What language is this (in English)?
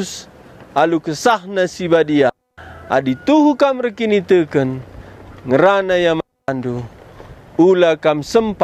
Batak Karo